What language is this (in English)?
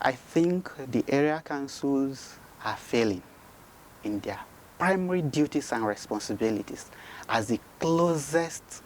Nigerian Pidgin